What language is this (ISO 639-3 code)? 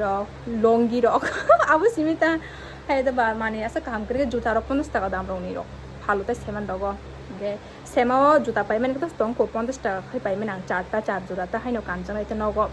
trp